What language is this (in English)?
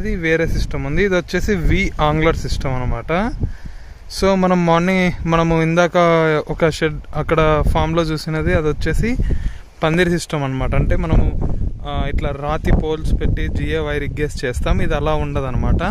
Telugu